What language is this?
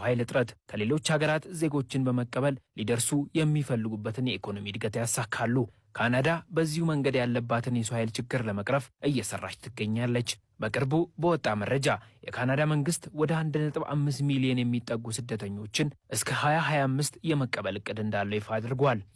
Amharic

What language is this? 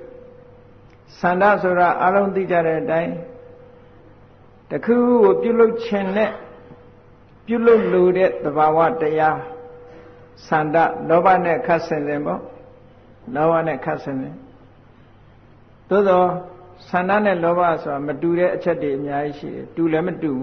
Burmese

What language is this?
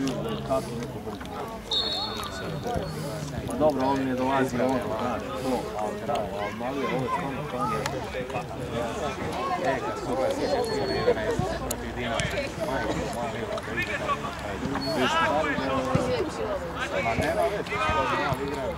Croatian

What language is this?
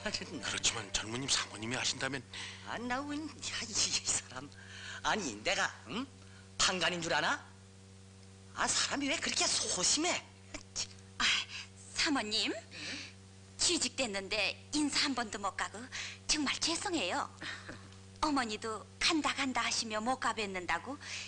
Korean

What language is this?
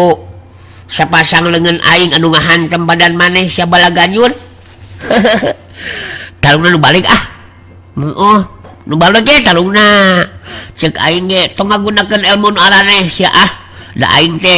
Sundanese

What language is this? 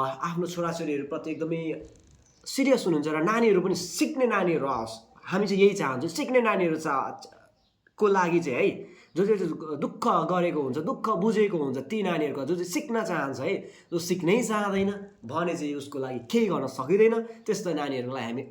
Nepali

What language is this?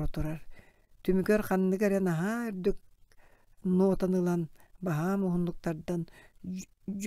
Yakut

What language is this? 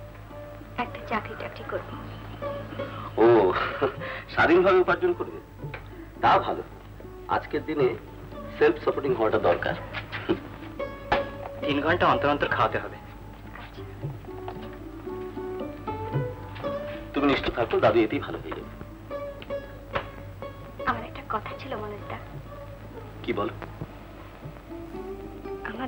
Bangla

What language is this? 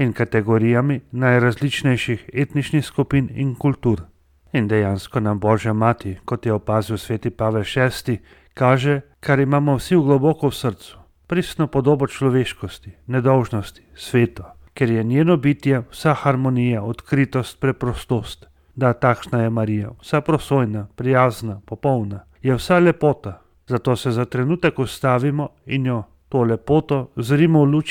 Slovenian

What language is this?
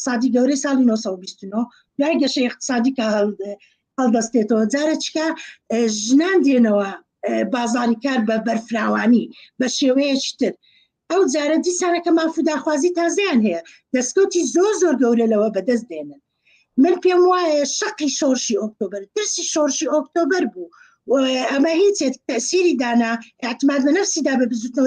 Central Kurdish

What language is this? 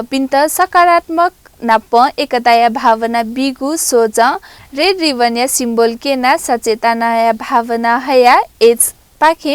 Newari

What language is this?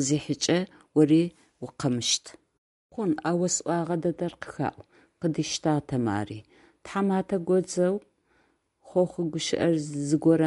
Adyghe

